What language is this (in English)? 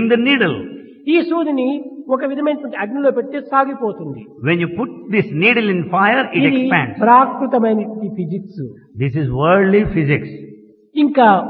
Telugu